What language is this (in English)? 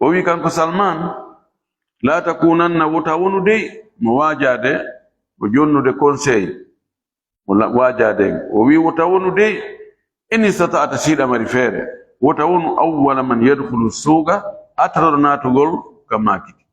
Fula